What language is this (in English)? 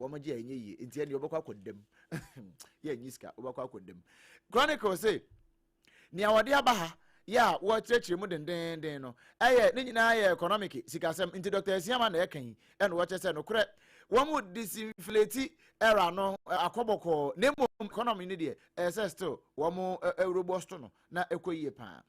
Akan